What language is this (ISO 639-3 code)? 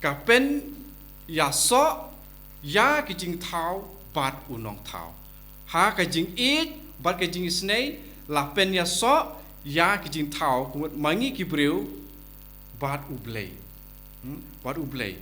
kha